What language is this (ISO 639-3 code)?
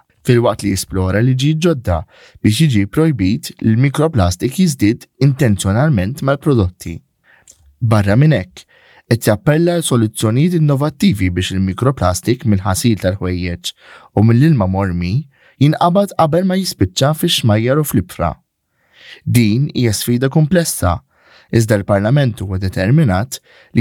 mlt